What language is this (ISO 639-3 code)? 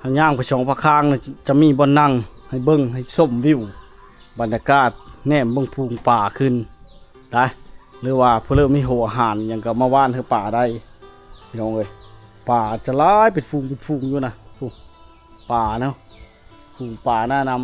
lao